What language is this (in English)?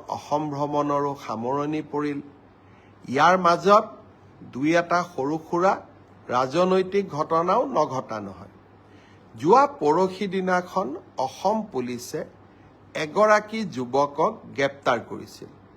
Assamese